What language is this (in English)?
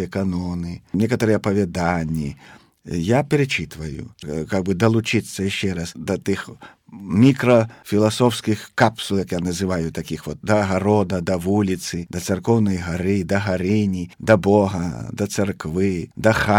Belarusian